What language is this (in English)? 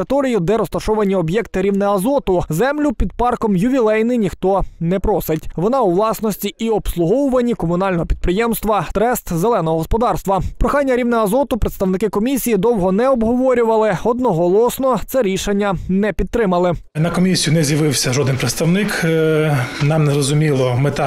Ukrainian